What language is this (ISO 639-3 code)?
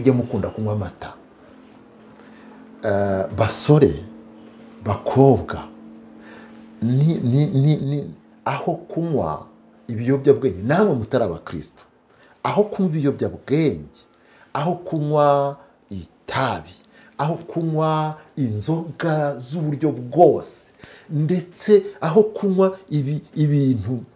kin